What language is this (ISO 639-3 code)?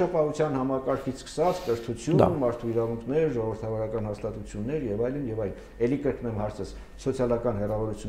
hye